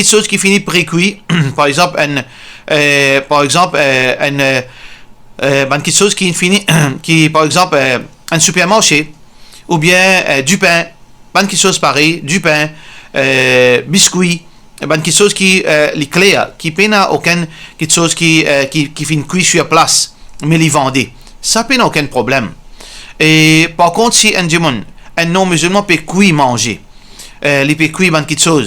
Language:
Morisyen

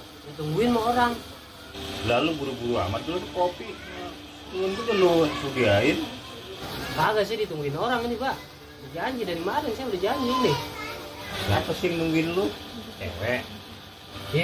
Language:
Betawi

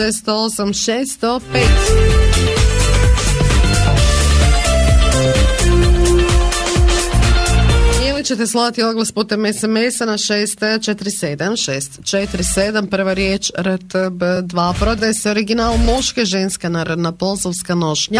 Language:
Croatian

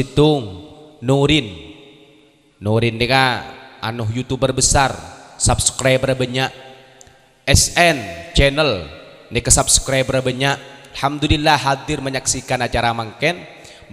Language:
Madurese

